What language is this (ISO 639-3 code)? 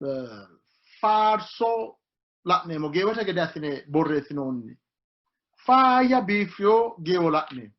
sid